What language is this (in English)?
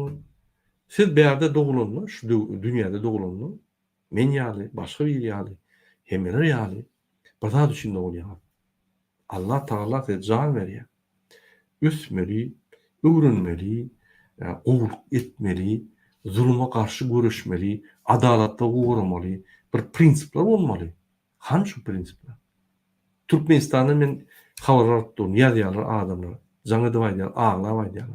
Turkmen